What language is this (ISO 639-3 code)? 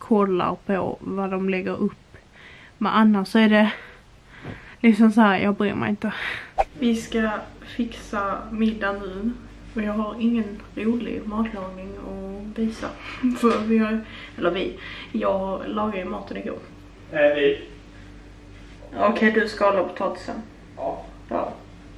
swe